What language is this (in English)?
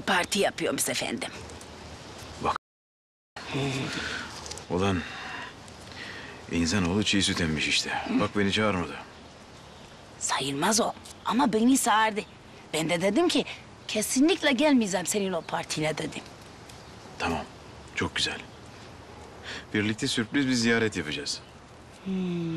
Turkish